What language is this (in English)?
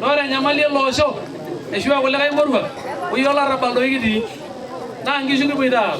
Masai